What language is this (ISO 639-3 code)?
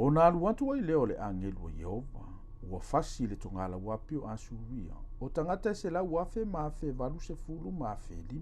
smo